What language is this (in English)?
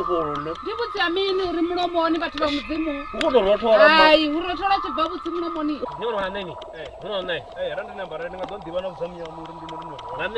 Venda